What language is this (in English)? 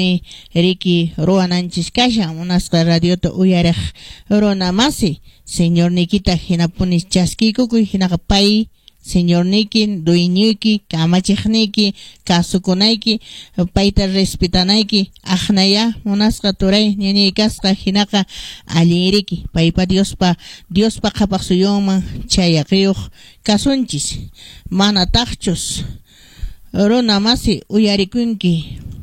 Quechua